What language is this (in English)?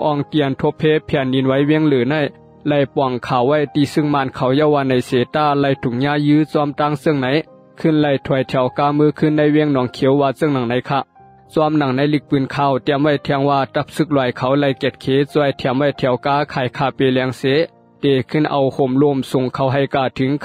Shan